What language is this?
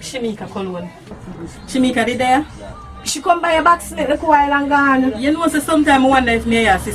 Jamaican Creole English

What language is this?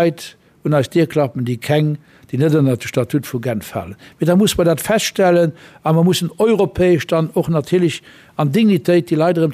Luxembourgish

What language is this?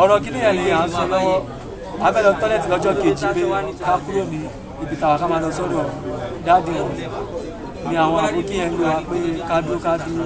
Yoruba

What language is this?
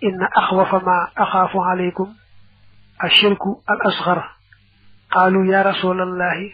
Wolof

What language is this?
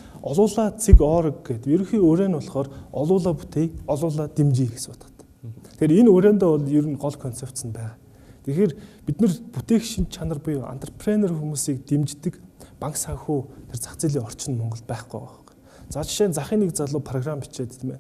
Mongolian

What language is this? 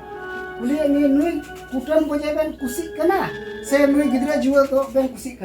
Santali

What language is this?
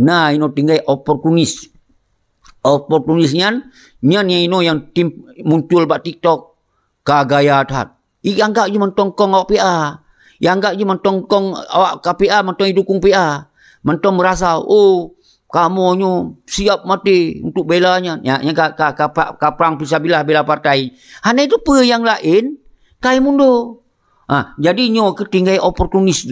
Achinese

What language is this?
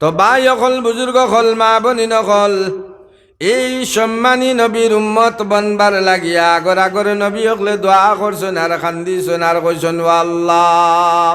Sylheti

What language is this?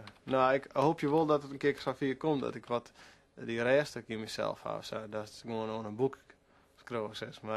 Western Frisian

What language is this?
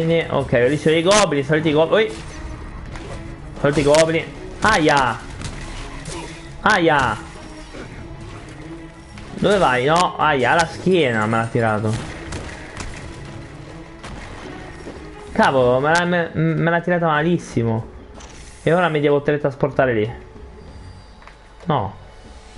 Italian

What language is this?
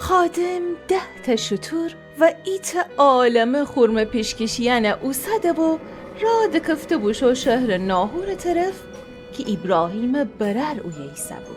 Gilaki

